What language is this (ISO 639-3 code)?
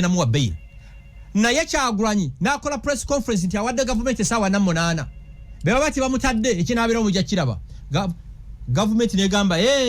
lug